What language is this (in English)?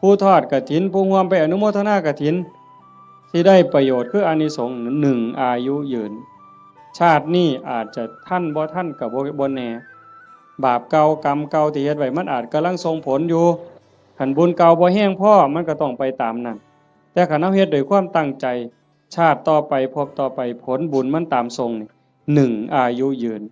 Northeastern Thai